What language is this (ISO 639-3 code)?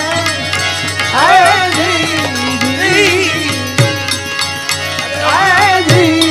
guj